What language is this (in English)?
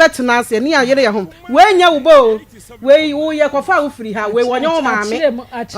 Akan